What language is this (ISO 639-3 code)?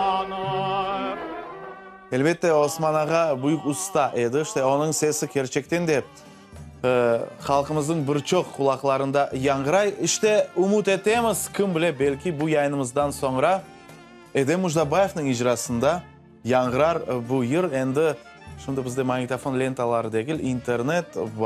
crh